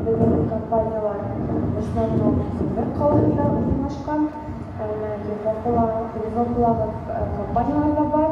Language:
Bashkir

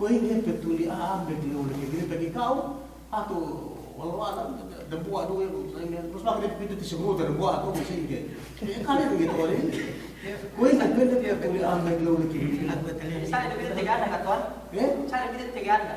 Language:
Yakan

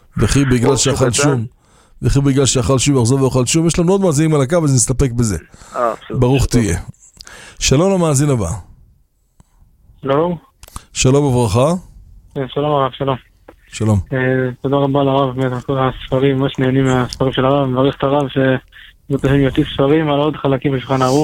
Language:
Hebrew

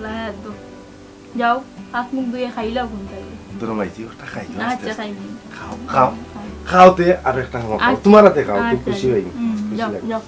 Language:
Sylheti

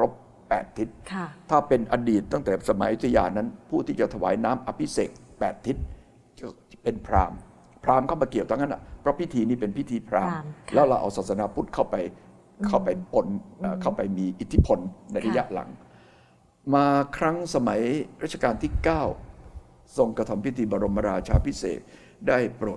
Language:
Thai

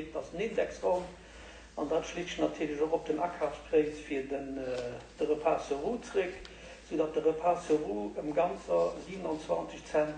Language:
Luxembourgish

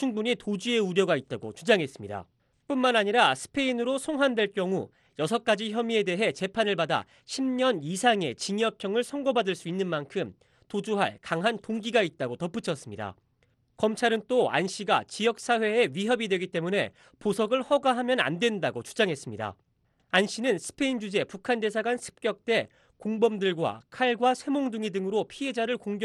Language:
Korean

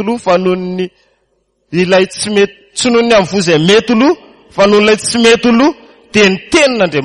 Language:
Malagasy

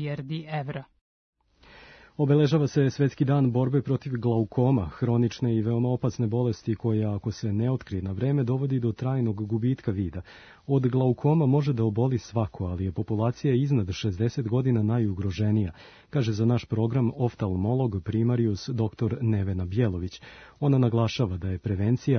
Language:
Serbian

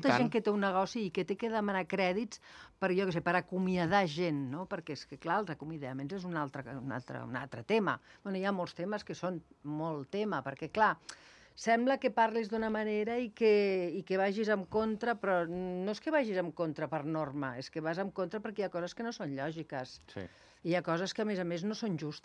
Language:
Catalan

